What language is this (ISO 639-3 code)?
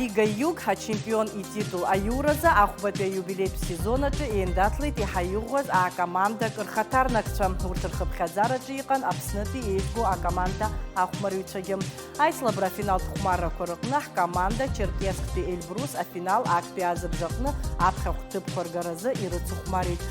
abk